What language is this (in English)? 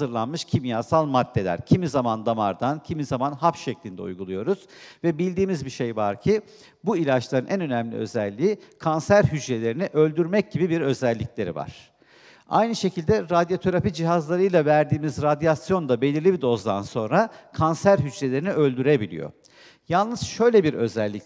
Turkish